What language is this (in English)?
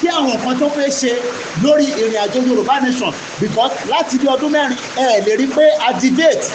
Yoruba